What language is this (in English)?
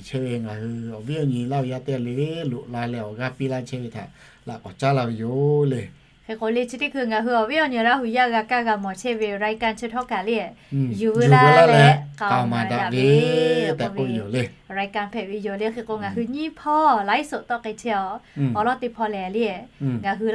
Lahu